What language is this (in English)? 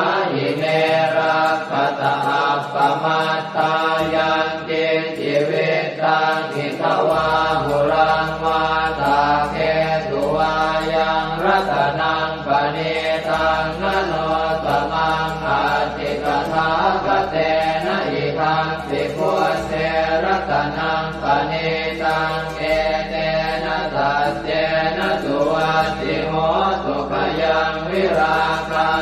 Pali